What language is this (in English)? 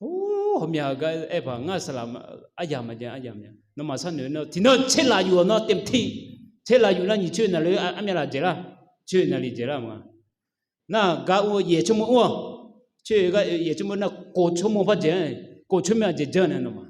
Akha